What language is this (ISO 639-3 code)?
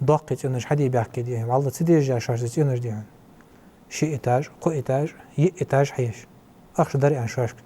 inh